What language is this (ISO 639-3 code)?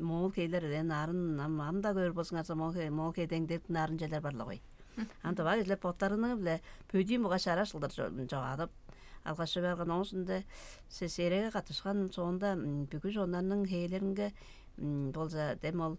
tyv